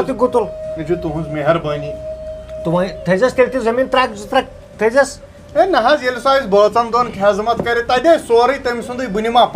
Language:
Kashmiri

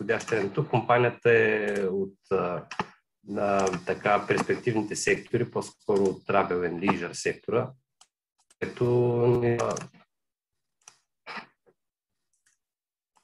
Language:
Bulgarian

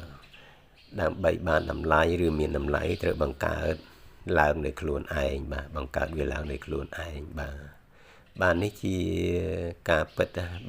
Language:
Khmer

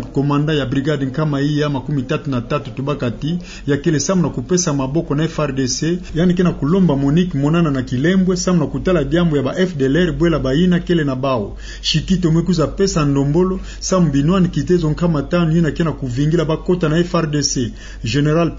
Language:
Kituba (Democratic Republic of Congo)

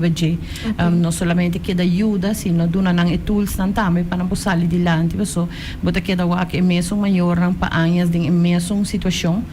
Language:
Papiamento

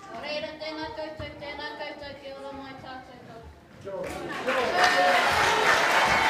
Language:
Māori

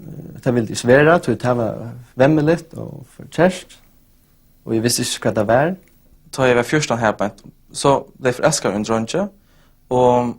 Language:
Faroese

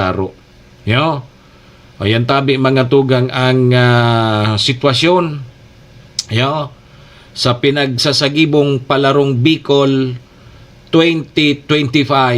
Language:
Bikol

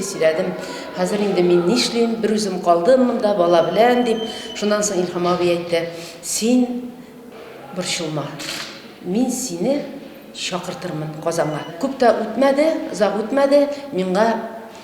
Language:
Tatar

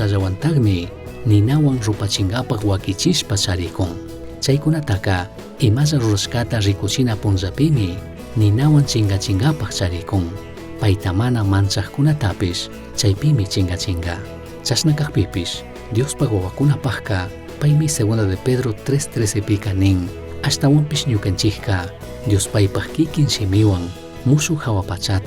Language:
Chimborazo Highland Quichua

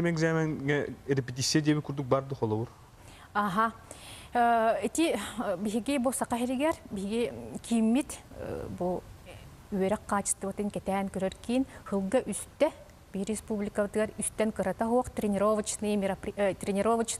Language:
Yakut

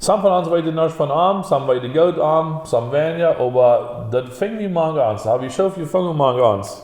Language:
Plautdietsch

